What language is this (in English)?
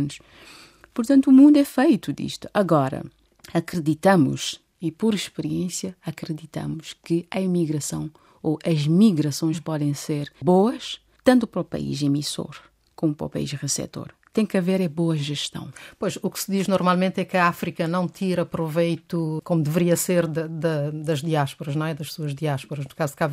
Portuguese